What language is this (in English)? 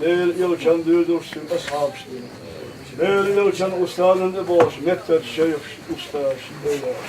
Chechen